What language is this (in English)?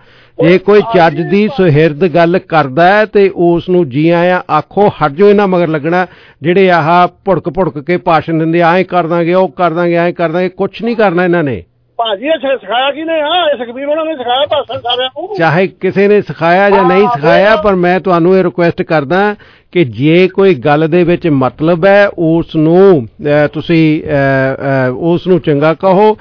Punjabi